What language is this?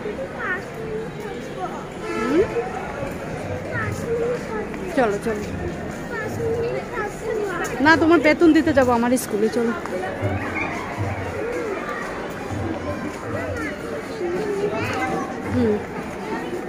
Bangla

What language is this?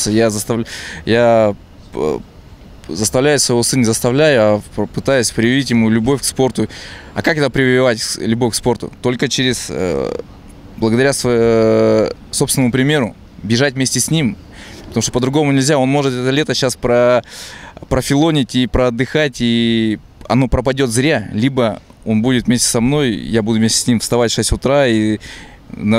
Russian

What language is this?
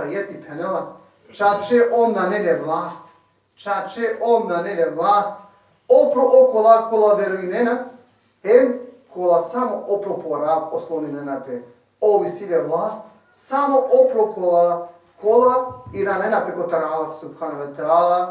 Balkan Romani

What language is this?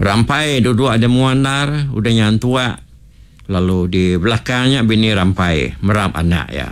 Iban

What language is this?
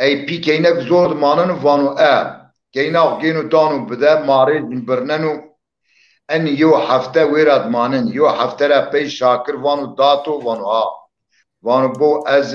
Zaza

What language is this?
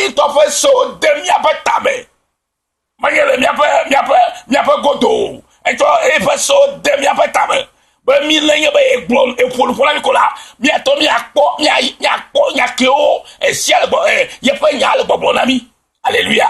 Ewe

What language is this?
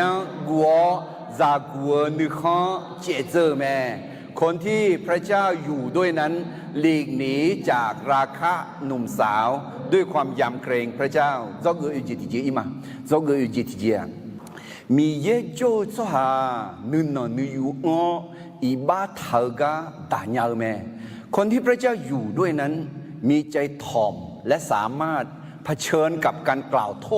Akha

